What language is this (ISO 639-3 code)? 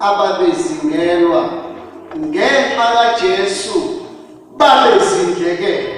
zul